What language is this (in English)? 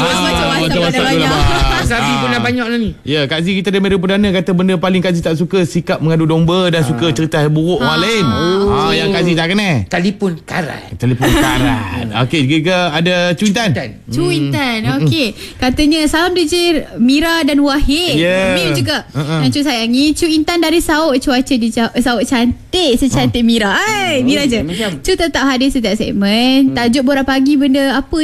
Malay